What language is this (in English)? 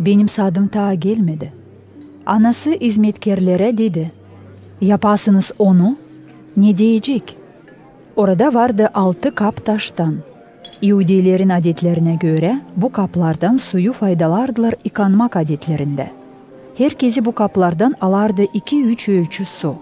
Gagauz